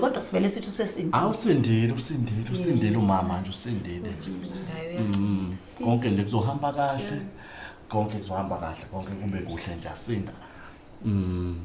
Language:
Zulu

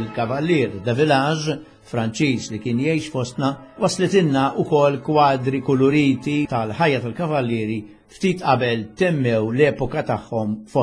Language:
Maltese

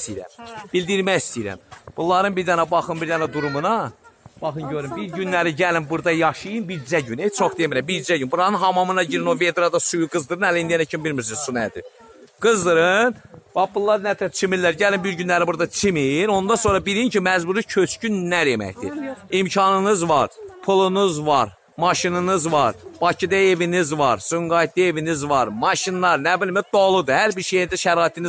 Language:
Azerbaijani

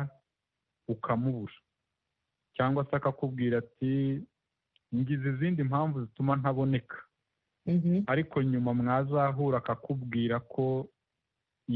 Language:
Kinyarwanda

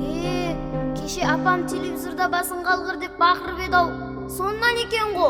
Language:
Kara-Kalpak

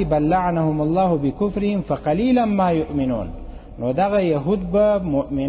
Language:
Pashto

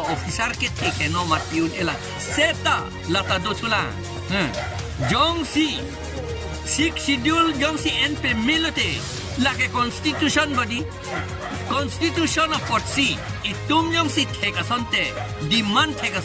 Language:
Karbi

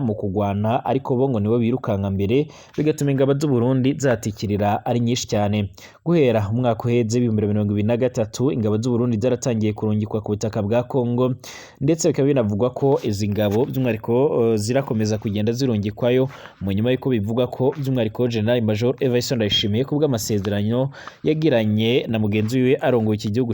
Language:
Rundi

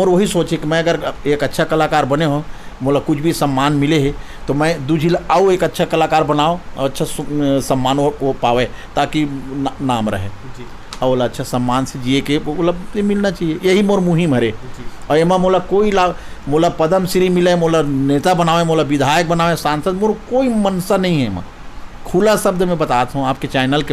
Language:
Chhattisgarhi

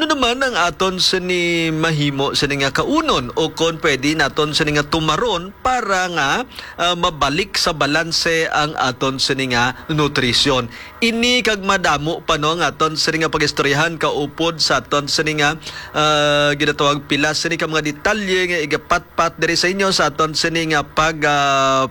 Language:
Hiligaynon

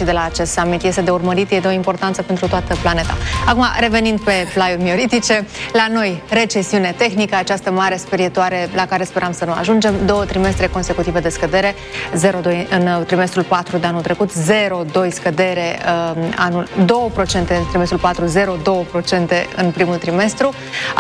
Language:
Romanian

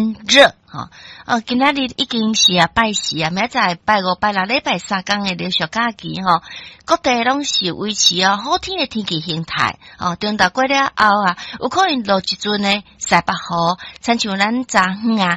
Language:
Min Nan Chinese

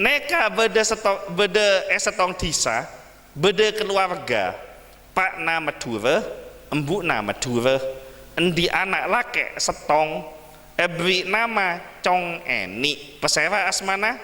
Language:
Madurese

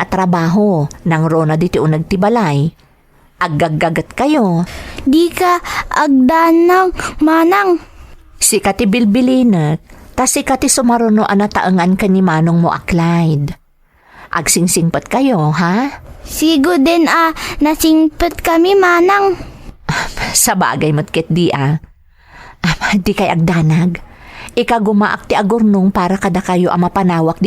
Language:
Iloko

